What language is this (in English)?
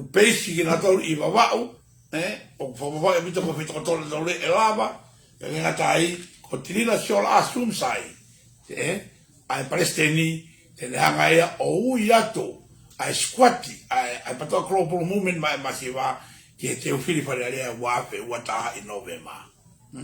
Tongan